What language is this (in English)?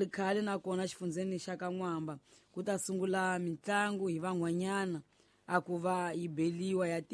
Tsonga